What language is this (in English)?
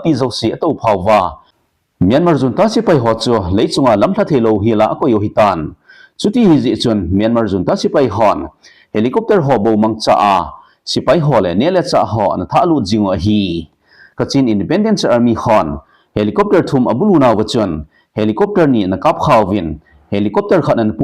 Thado Chin